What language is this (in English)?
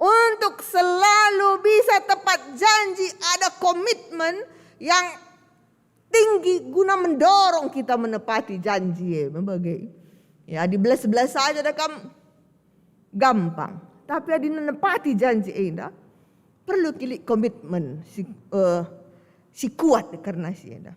Batak Karo